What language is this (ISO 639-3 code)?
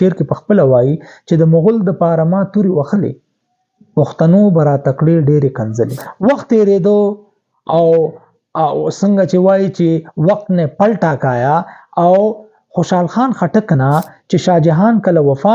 pus